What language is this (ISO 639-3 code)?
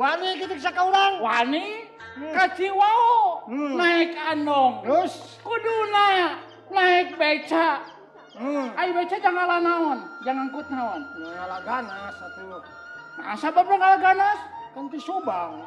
sun